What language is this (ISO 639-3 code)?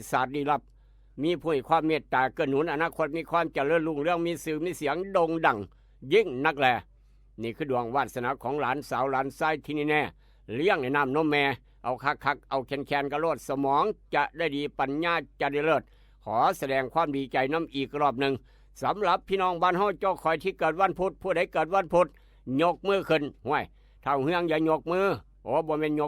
tts